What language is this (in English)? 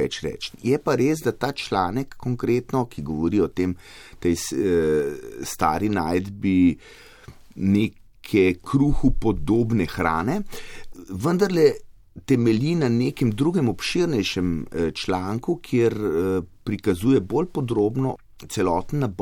Slovenian